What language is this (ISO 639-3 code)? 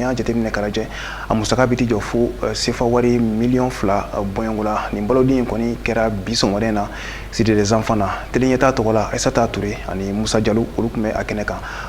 bam